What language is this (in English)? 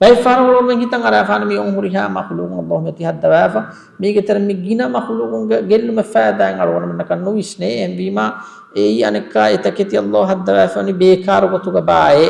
Divehi